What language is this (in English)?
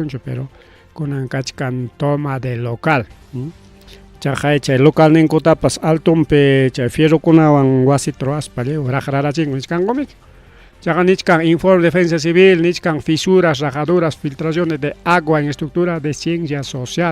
Ayacucho Quechua